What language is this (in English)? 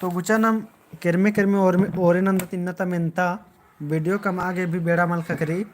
Kurukh